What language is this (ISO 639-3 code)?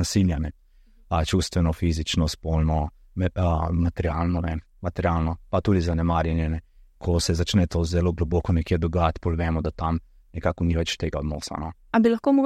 slv